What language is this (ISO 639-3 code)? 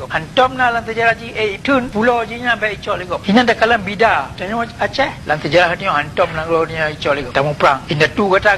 ace